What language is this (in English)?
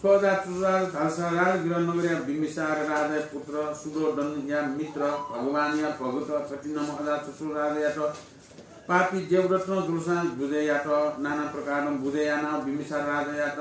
Newari